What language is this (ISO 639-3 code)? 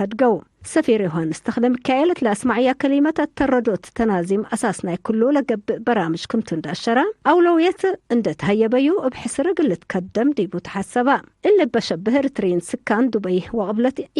tig